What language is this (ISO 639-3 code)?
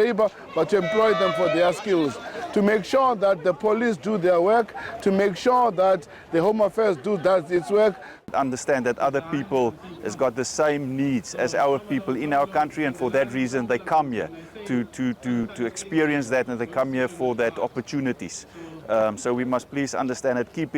tso